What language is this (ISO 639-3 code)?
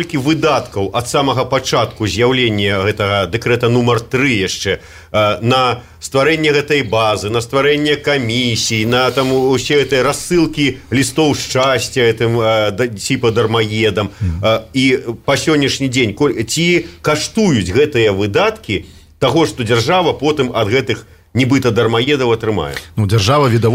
bel